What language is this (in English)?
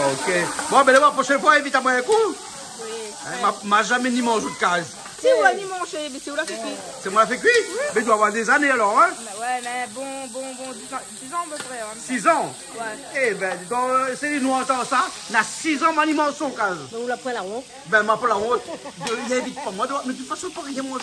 Réunion Creole French